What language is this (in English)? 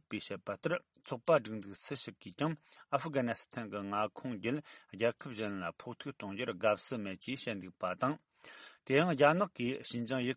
Tibetan